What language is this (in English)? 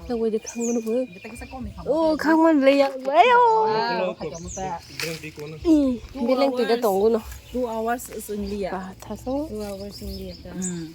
Kok Borok